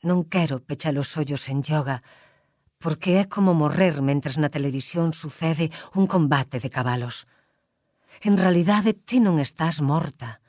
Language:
Galician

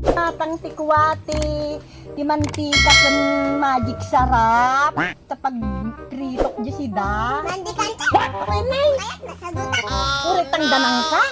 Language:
Iloko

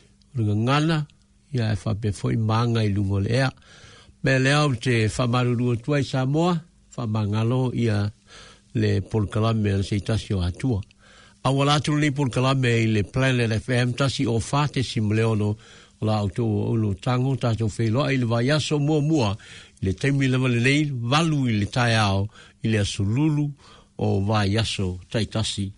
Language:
Samoan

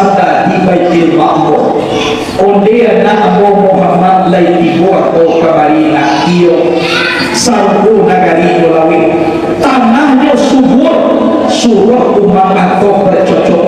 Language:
Minangkabau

